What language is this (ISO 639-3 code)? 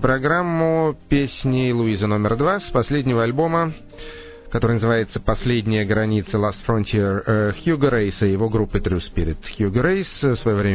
rus